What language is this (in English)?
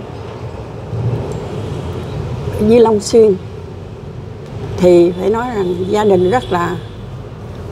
Vietnamese